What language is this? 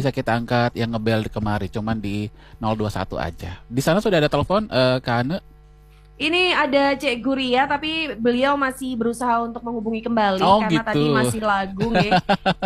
Indonesian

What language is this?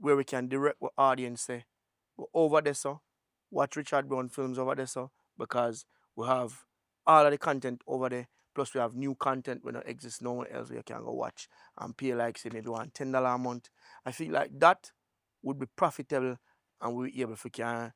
Jamaican Creole English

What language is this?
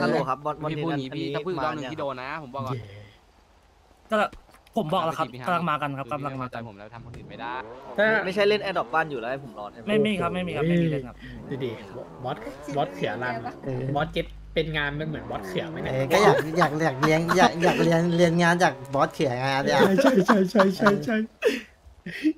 Thai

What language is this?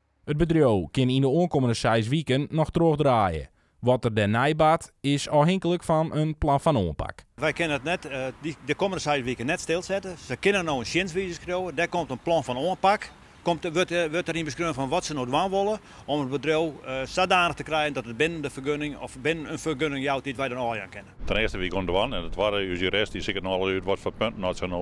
Western Frisian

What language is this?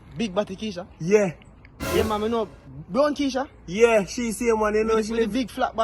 Jamaican Creole English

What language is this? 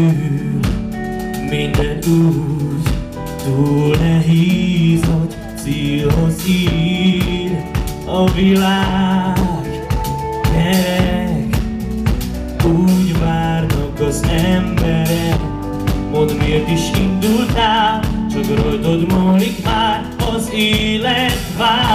Hungarian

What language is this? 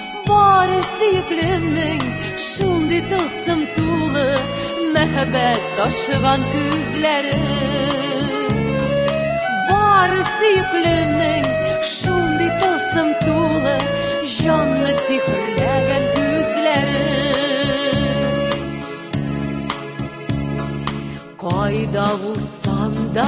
Tatar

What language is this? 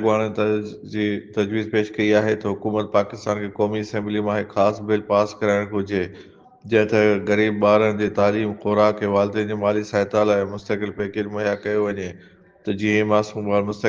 Sindhi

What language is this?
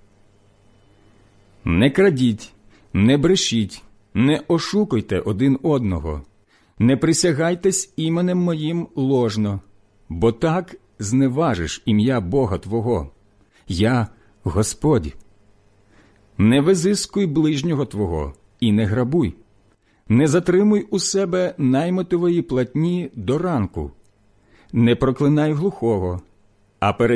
Ukrainian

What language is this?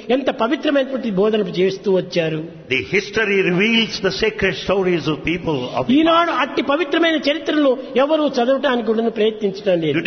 Telugu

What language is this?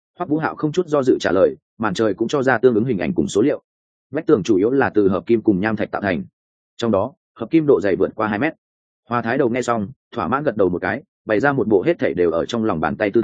Vietnamese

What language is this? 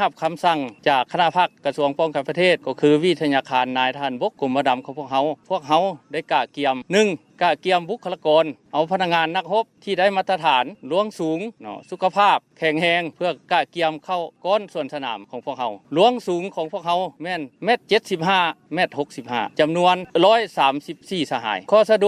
Lao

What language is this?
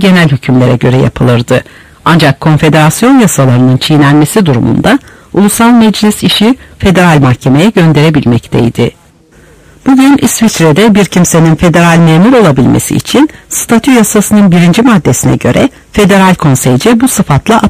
Turkish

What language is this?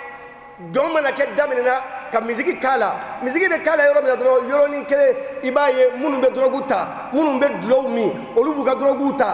Bambara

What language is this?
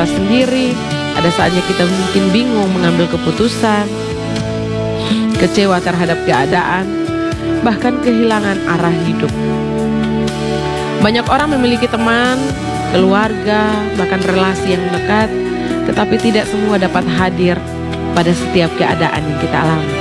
Indonesian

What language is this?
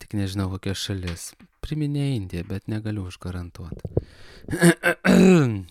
Lithuanian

